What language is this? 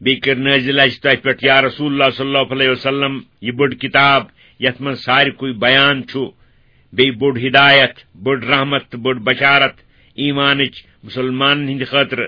Kashmiri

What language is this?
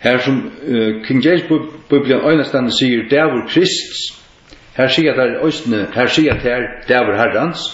Faroese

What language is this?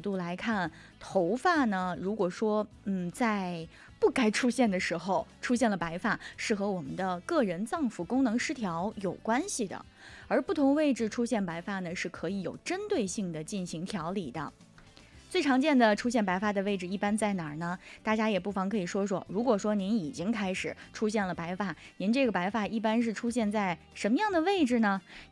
Chinese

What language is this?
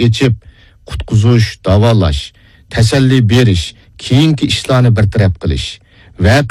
Uyghur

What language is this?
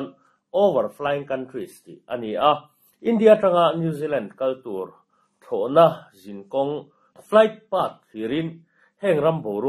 Mizo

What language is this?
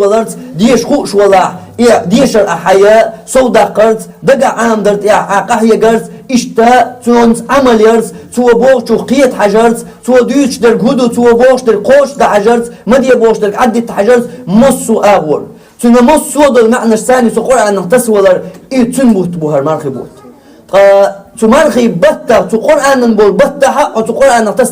Chechen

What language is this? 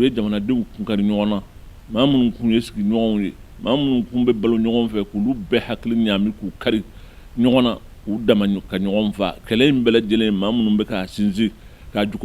Bambara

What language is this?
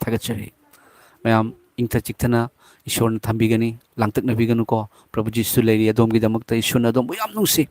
Manipuri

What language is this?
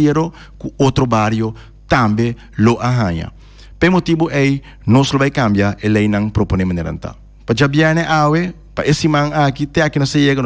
Papiamento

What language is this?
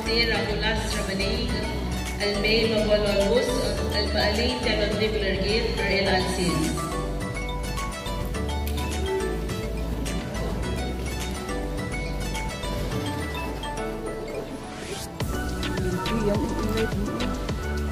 Filipino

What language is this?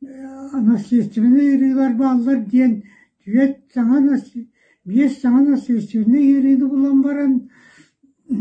Yakut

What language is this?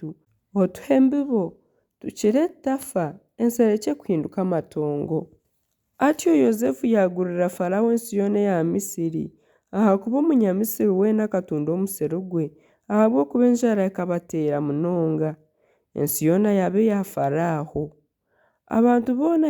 Nyankole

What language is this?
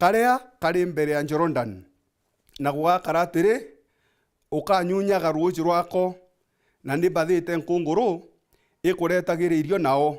Meru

